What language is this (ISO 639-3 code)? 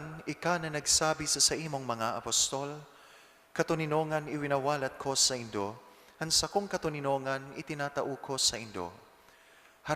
bik